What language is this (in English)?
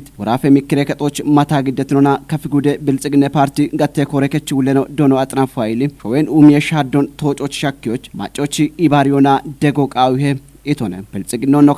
Kafa